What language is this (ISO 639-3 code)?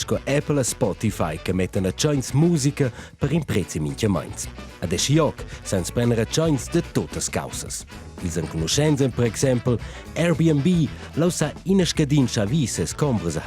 roh